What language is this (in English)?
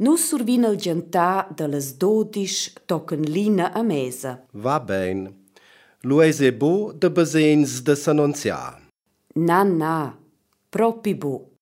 Romansh